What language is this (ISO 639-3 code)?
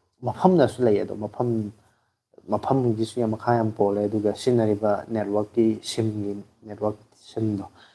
mni